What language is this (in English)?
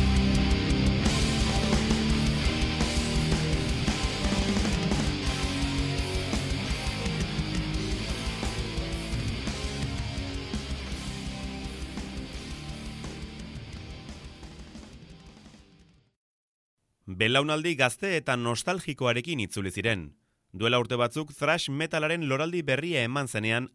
Basque